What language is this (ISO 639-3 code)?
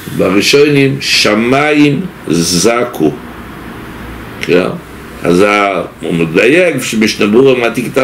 heb